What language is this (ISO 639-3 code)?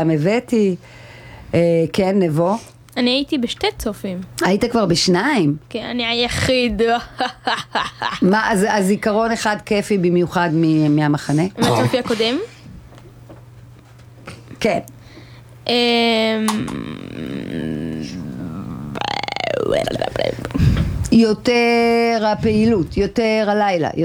heb